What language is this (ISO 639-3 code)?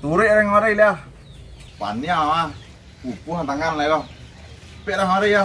min